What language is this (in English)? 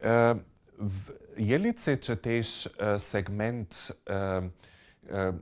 Upper Sorbian